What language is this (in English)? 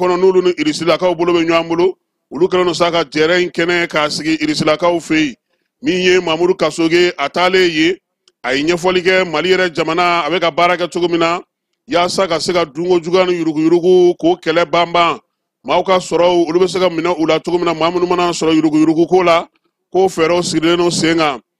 Bambara